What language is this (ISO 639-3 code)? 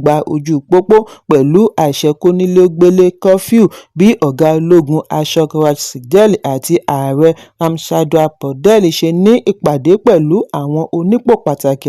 yor